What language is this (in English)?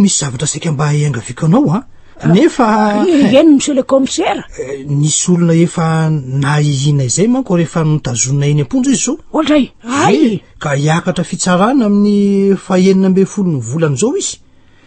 Malagasy